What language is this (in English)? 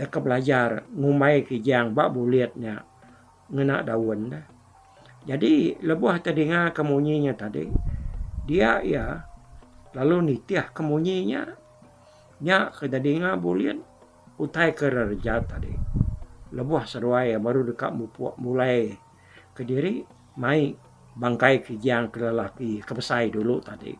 Iban